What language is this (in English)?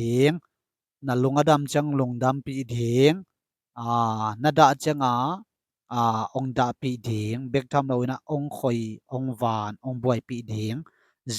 Tedim Chin